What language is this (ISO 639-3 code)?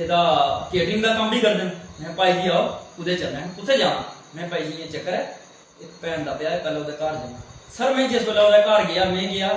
doi